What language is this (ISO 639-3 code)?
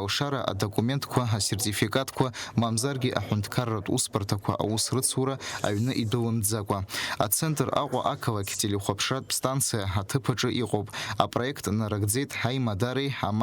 abk